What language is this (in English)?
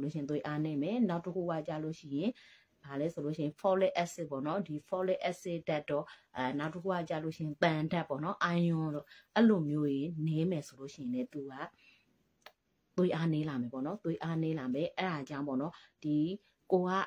Burmese